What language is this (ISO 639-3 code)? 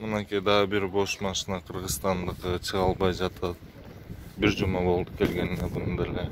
kir